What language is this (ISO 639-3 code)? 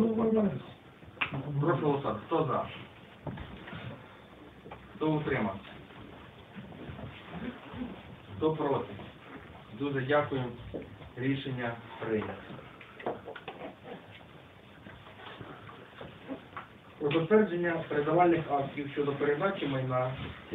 ukr